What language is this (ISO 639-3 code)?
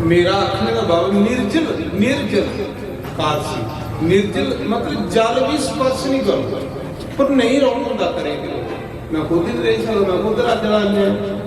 doi